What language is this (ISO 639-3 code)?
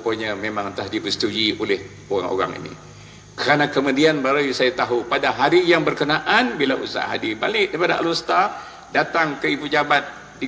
msa